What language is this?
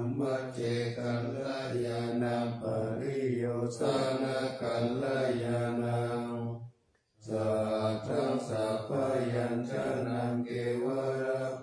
Pali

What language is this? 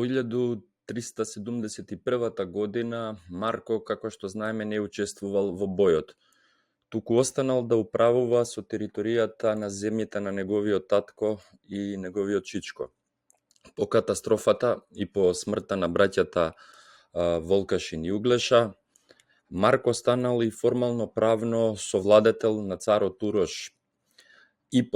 Macedonian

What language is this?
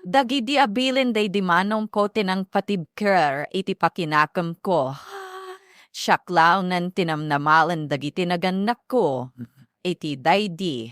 Iloko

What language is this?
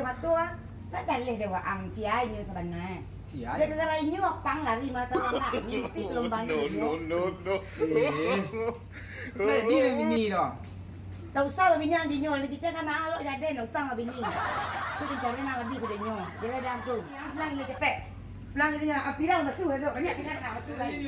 Minangkabau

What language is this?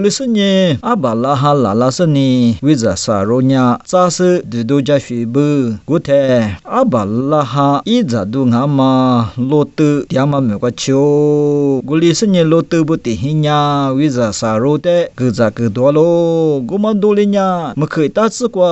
Lisu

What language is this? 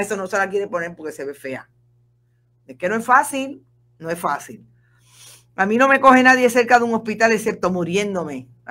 Spanish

